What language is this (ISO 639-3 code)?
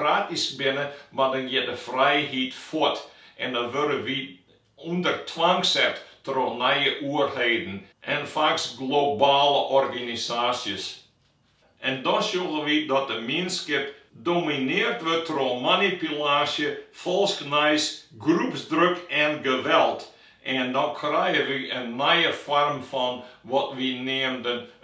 fry